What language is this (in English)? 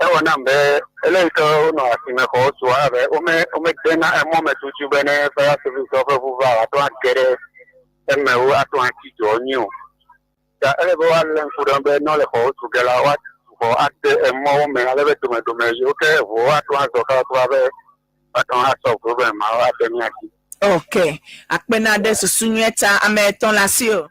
Ewe